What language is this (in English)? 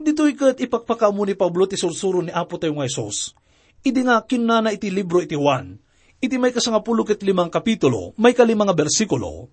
Iloko